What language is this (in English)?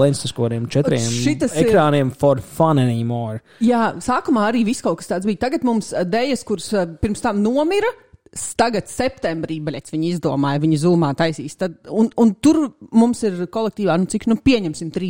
Latvian